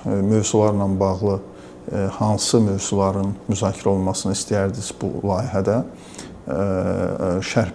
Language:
Azerbaijani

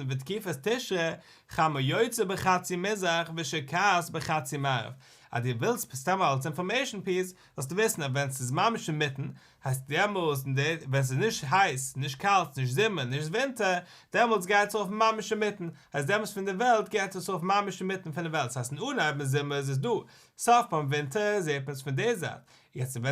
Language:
Yiddish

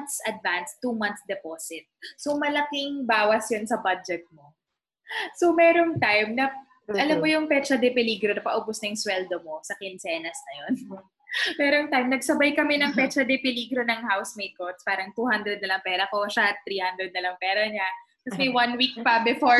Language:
Filipino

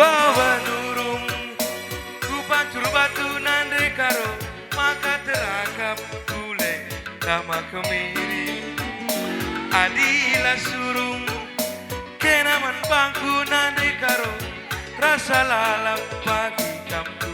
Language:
Batak Karo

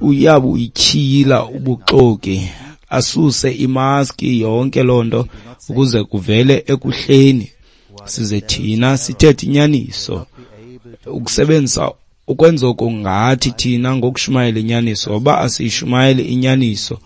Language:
Xhosa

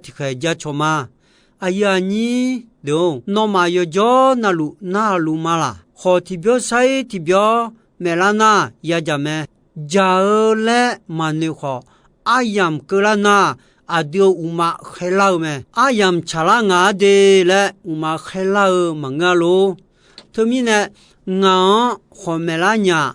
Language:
Akha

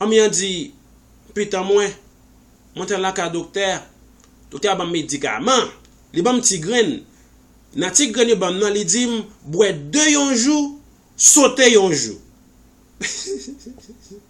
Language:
Haitian Creole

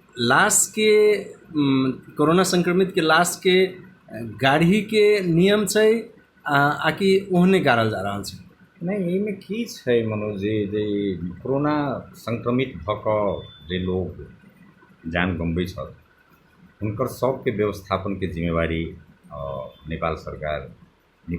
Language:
Maithili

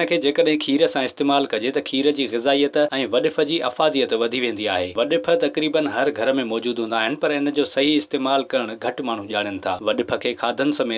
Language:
Sindhi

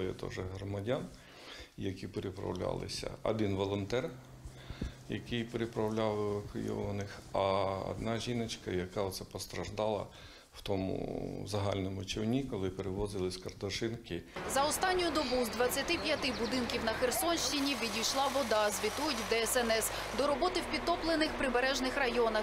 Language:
Ukrainian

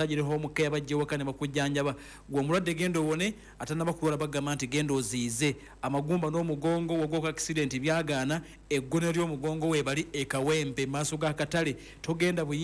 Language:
Ganda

